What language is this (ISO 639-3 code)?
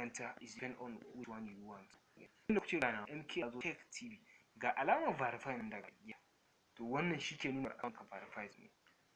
hau